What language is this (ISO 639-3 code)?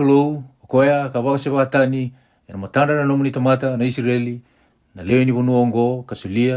fij